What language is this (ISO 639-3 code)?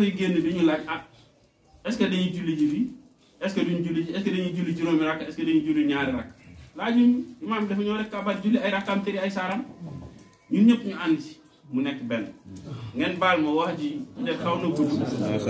wol